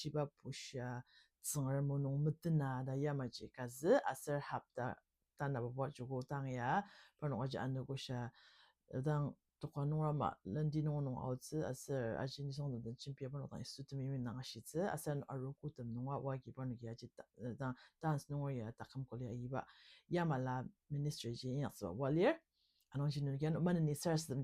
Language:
Ao Naga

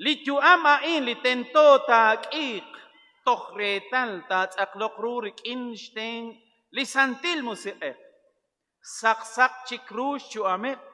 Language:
Kekchí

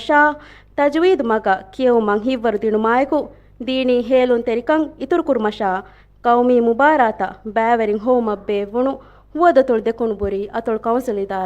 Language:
Divehi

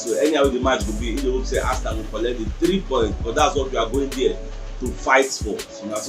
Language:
Nigerian Pidgin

